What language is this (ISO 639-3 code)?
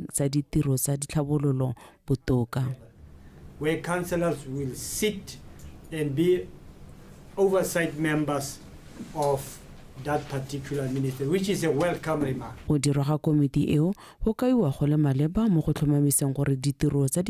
tsn